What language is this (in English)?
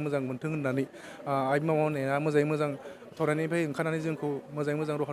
Bodo